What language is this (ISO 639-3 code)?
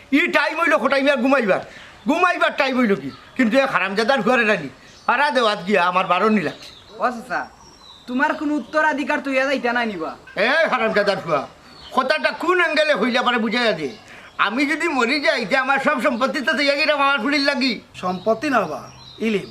syl